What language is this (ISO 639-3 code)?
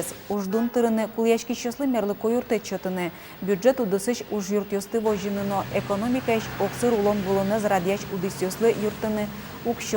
udm